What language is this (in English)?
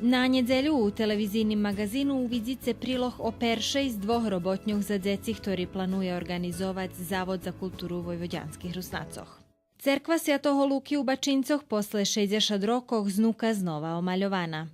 Rusyn